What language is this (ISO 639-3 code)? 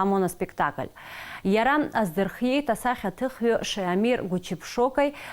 abk